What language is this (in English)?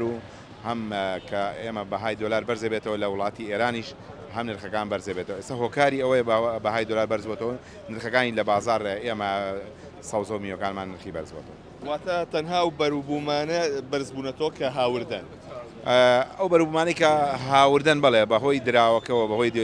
Central Kurdish